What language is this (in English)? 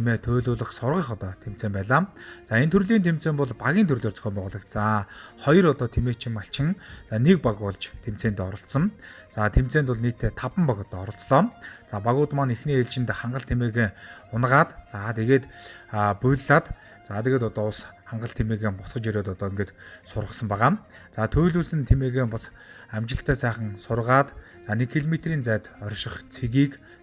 Mongolian